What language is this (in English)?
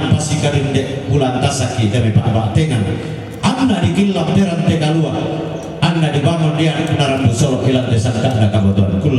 Toraja-Sa'dan